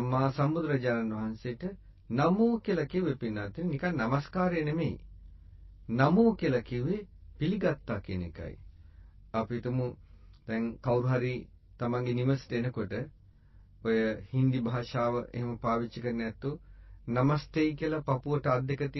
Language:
Sinhala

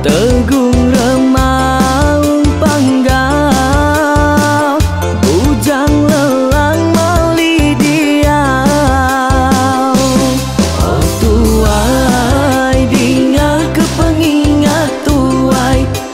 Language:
Iban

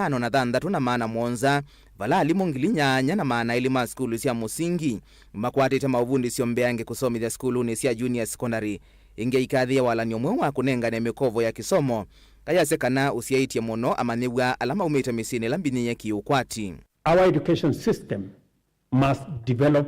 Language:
Kamba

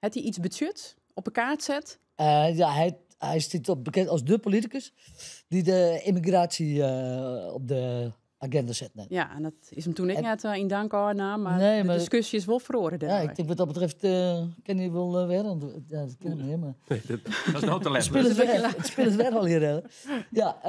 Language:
Western Frisian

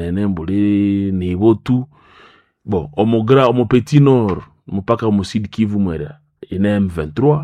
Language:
Nande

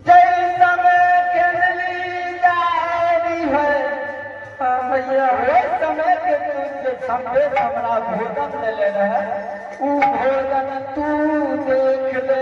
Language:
Maithili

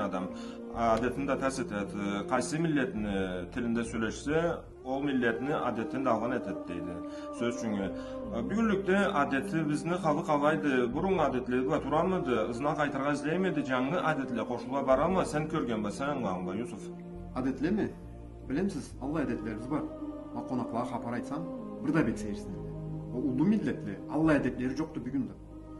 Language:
Karachay-Balkar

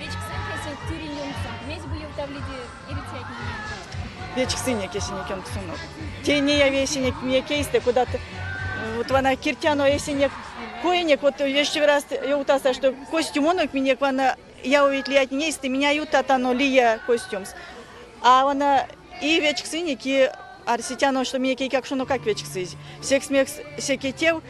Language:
Erzya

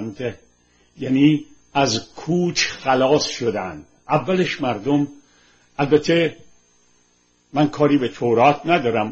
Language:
Persian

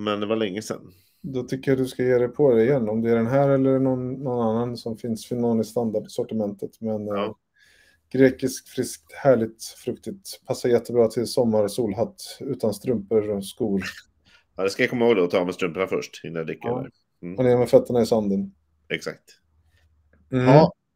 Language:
Swedish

